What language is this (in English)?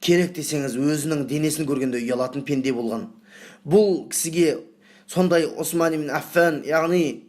Kazakh